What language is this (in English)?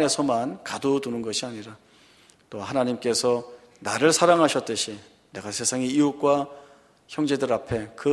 Korean